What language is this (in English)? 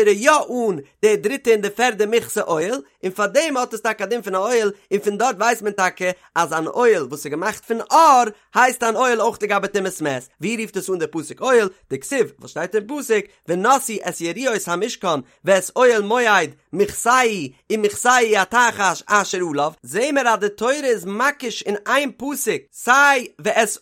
Yiddish